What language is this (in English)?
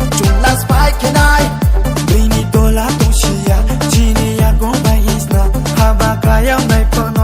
Kok Borok